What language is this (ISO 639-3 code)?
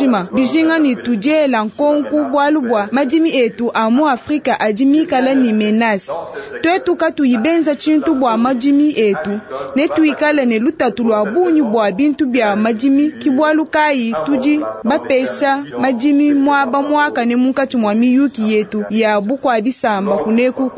lua